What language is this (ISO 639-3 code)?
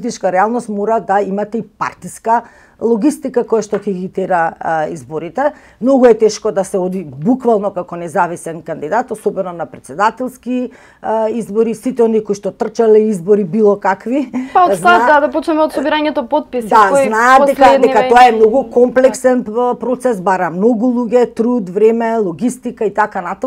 mkd